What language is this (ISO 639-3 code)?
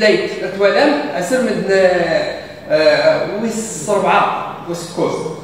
kab